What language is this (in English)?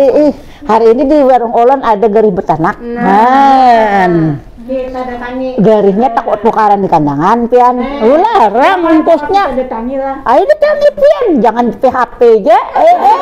Banjar